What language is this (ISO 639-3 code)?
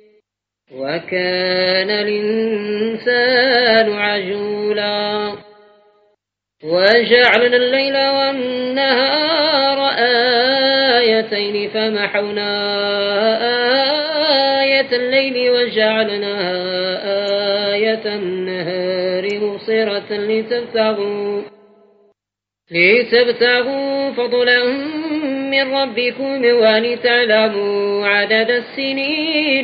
ara